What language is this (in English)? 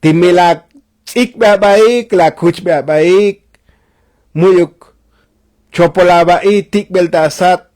Tzotzil